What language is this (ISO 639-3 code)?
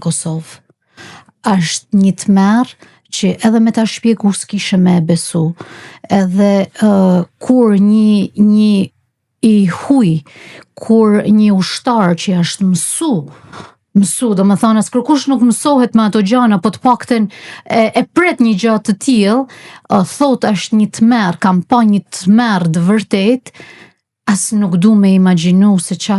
sqi